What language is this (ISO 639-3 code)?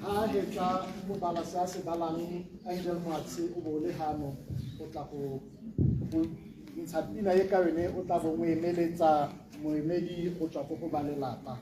tsn